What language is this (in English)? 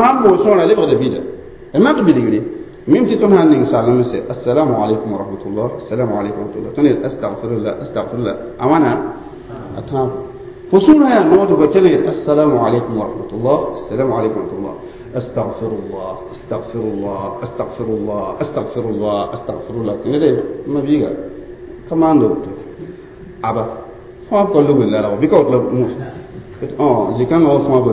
Mossi